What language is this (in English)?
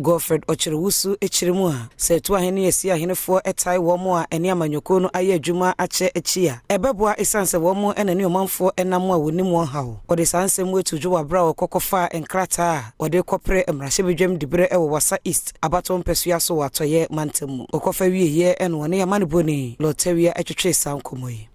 Akan